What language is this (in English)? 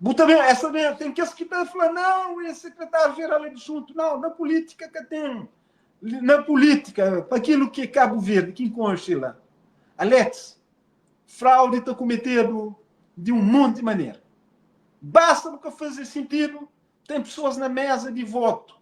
Kabuverdianu